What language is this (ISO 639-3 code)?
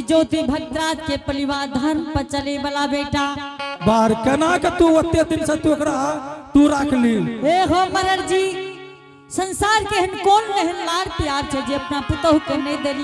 anp